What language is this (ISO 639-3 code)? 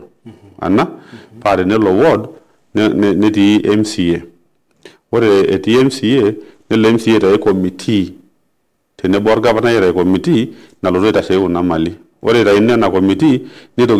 mas